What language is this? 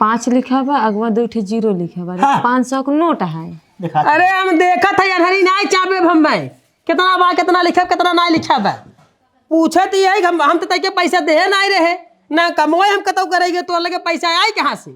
Awadhi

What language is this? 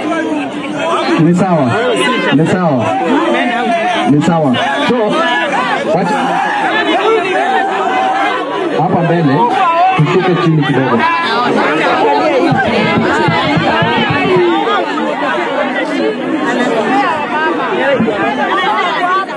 Swahili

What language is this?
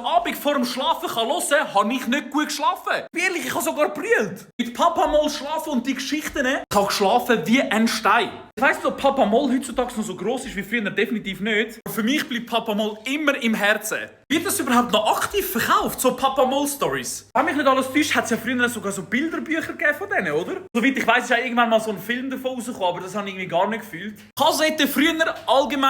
Swiss German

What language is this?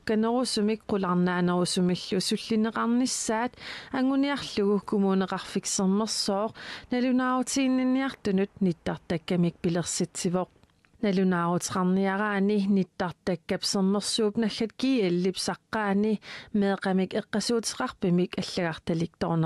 Kalaallisut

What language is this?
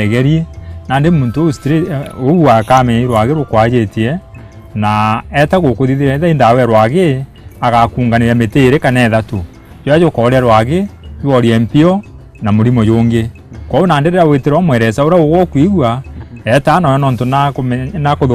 Meru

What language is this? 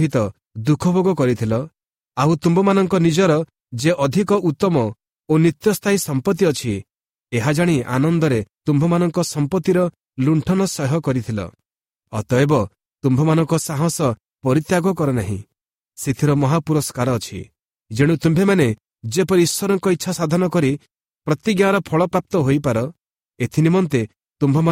Odia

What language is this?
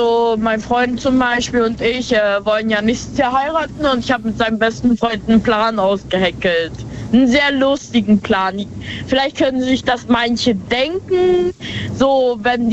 German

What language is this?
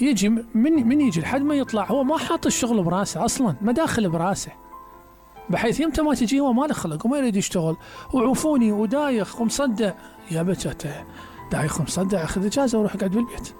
Mesopotamian Arabic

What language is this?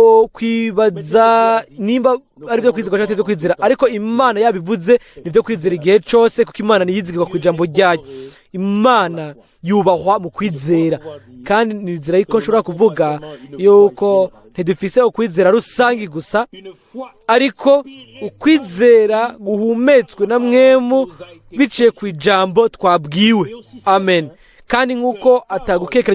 Rundi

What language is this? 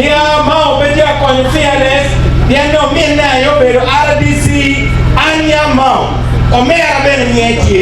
Acoli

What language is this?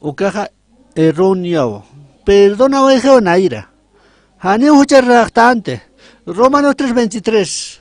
Aymara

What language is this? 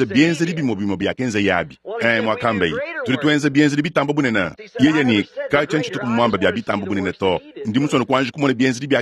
Luba-Lulua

